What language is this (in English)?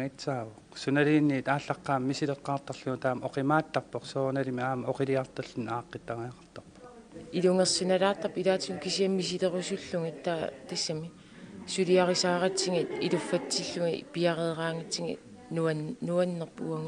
Kalaallisut